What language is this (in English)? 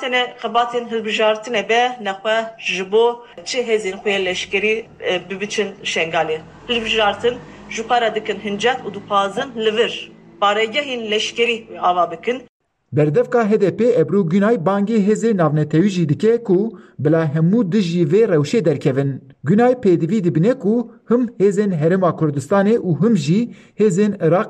Kurdish